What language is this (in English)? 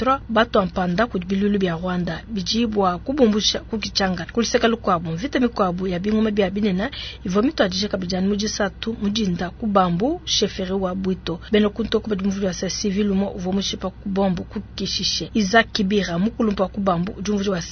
Luba-Lulua